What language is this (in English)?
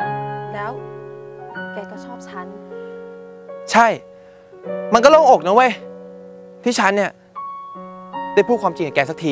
Thai